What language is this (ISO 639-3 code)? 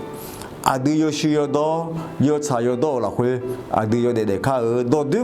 ahk